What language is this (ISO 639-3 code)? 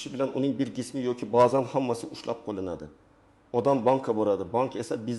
uzb